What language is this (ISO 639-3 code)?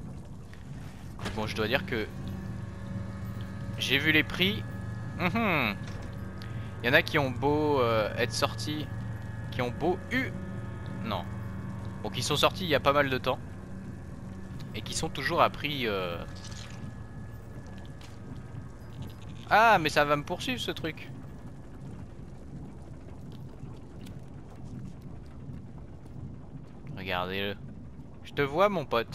fra